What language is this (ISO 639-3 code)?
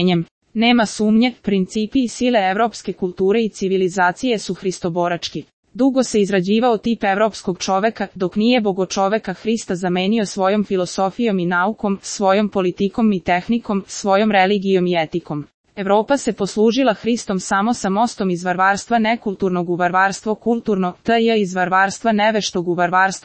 srp